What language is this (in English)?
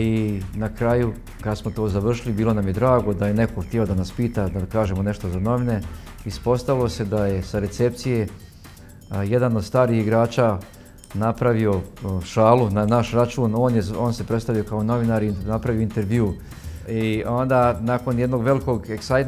Bosnian